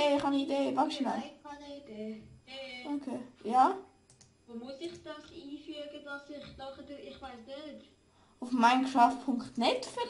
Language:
Swiss German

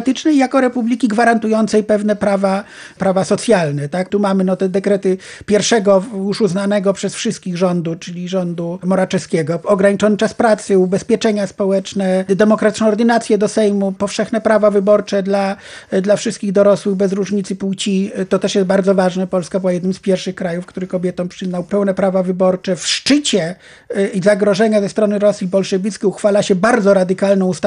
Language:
Polish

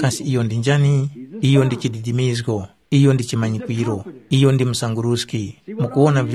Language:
Tumbuka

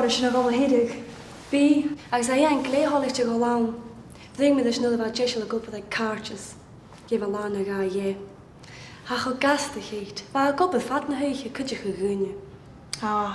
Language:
Scottish Gaelic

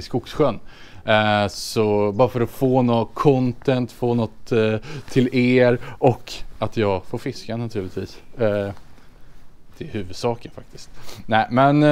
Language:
Swedish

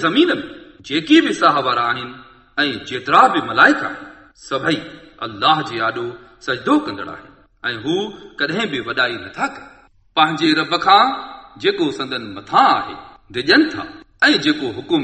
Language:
Sindhi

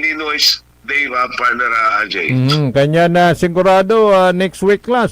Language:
Pangasinan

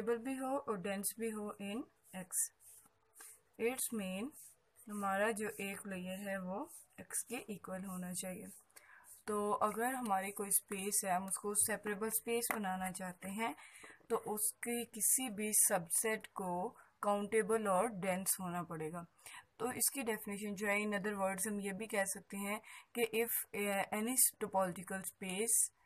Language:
Hindi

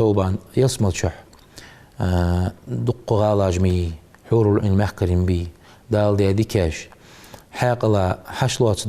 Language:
Ingush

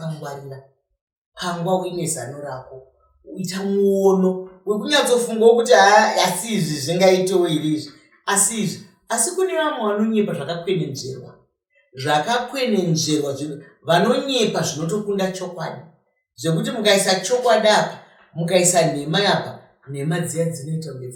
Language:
Shona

